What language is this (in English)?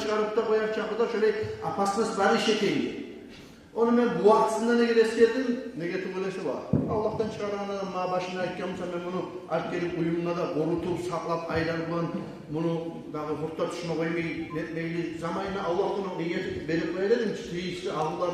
Kumyk